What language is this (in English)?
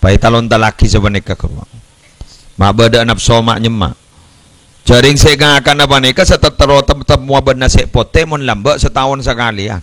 Madurese